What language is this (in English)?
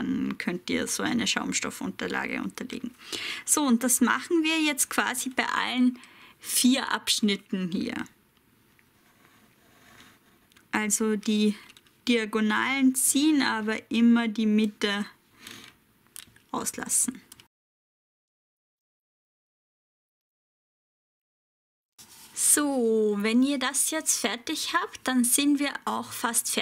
German